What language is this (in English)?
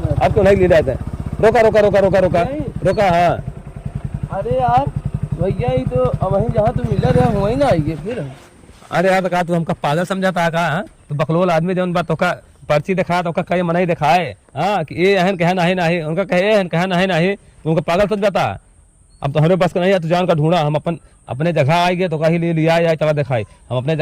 Awadhi